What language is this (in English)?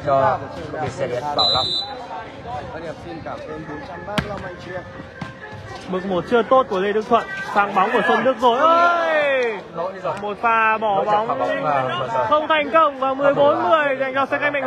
Vietnamese